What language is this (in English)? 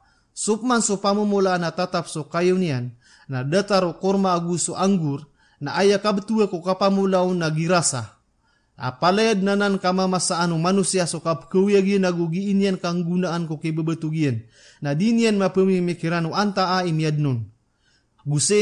Maranao